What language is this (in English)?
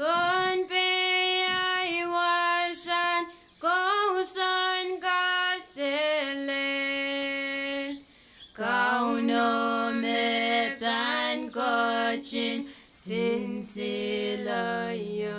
Pohnpeian